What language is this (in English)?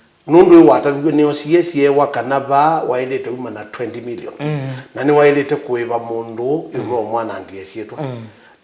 Kamba